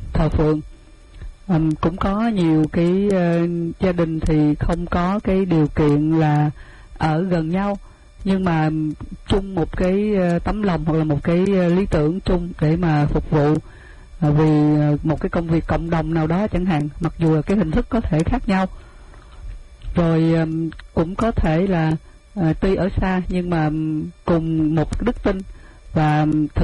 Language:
Vietnamese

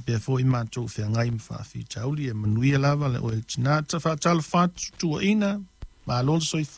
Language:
Samoan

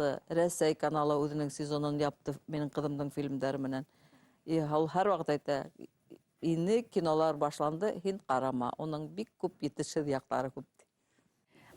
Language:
Bashkir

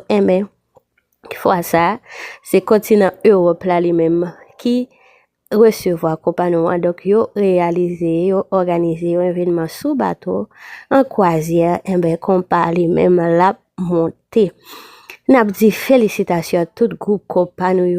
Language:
Haitian Creole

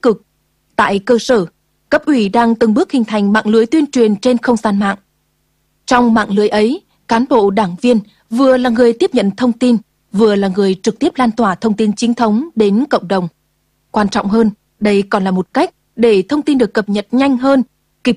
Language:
Vietnamese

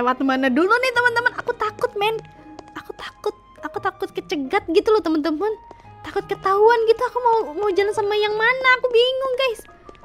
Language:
Indonesian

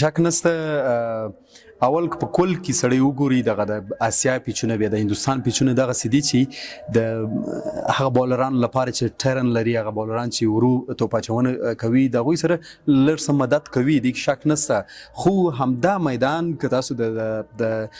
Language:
Pashto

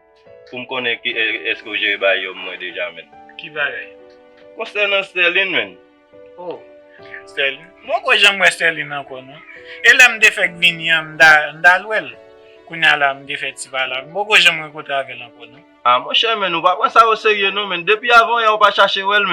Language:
Haitian Creole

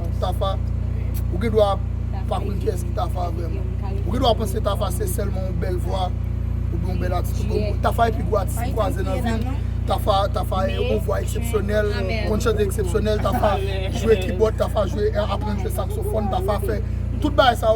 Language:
Haitian Creole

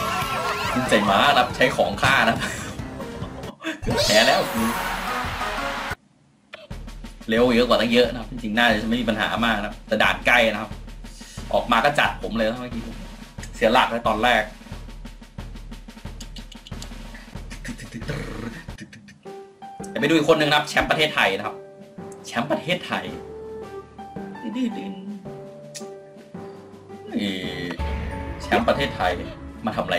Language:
Thai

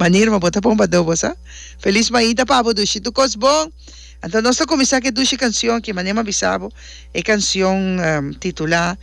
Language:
Papiamento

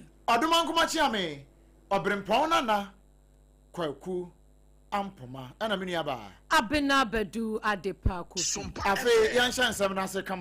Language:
Akan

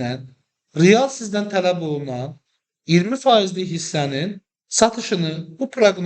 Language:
Azerbaijani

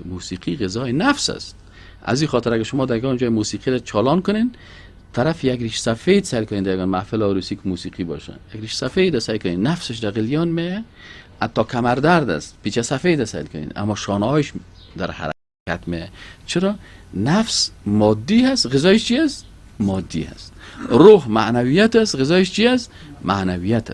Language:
Persian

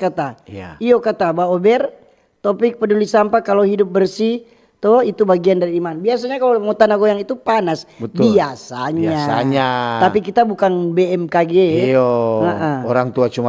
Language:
Manado Malay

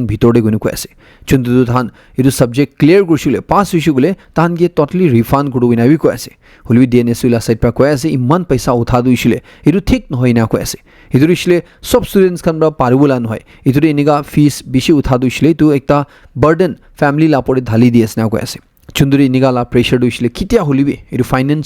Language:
Naga Pidgin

